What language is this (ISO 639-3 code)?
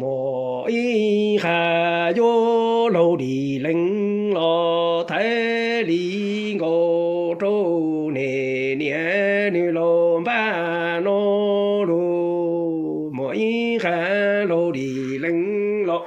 hmn